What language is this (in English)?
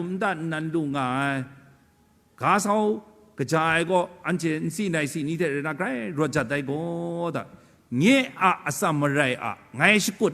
Kachin